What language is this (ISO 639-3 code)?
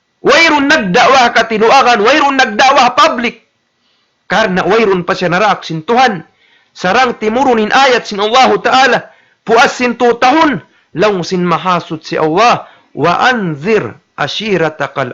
tsg